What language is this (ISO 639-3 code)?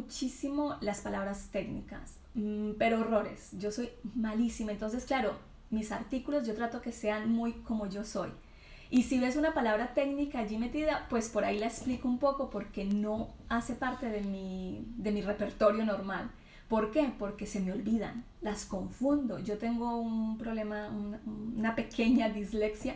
spa